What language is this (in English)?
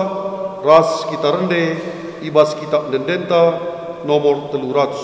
Batak Karo